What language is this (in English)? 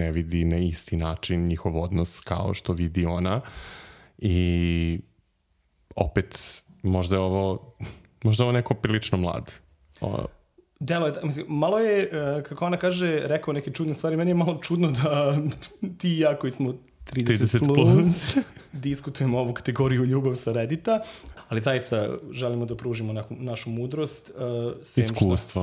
Serbian